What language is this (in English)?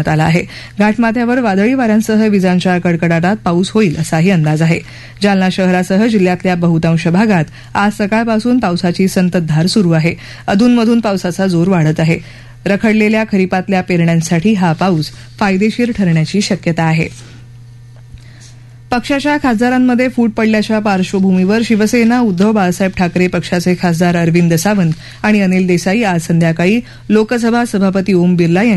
Marathi